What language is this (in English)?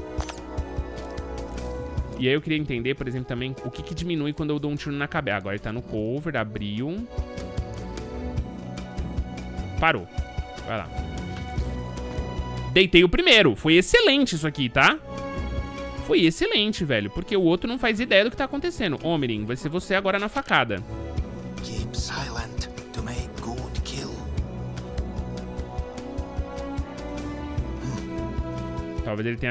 Portuguese